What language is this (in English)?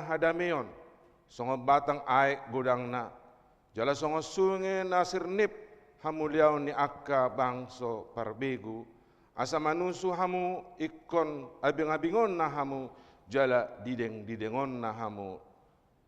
Batak Toba